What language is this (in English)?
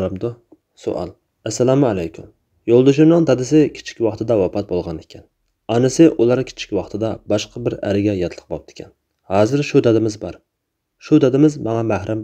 Uyghur